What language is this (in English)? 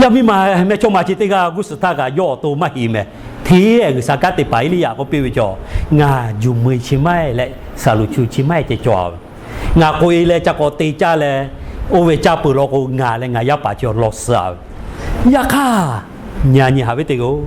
Lahu